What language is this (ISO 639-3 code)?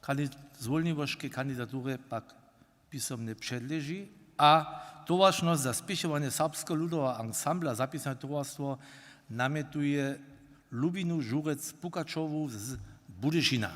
hsb